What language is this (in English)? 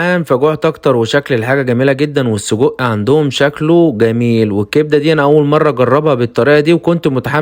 Egyptian Arabic